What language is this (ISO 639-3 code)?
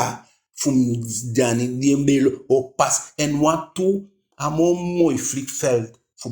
djk